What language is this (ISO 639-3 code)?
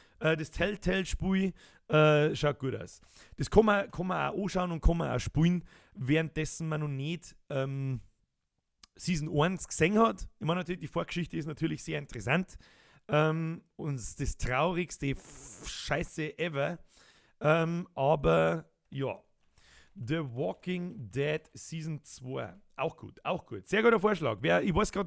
bar